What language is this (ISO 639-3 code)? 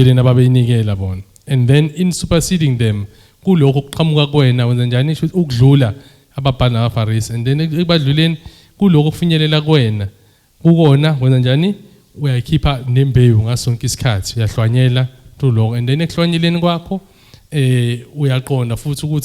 zul